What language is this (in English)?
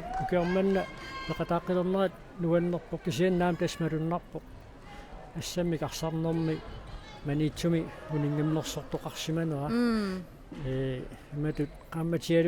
Kalaallisut